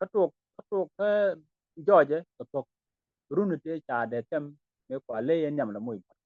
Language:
Nuer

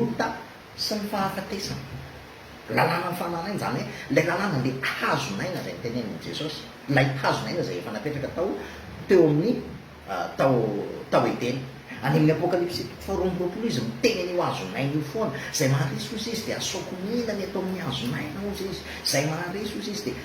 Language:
Malagasy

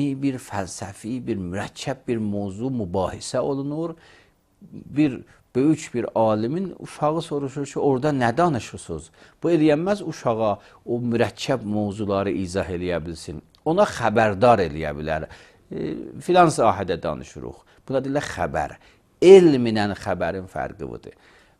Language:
Azerbaijani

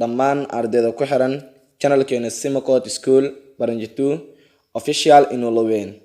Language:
Somali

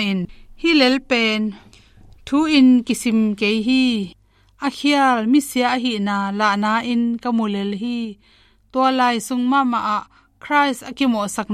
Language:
Tedim Chin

